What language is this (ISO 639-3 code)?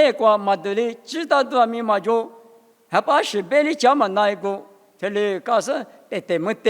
lis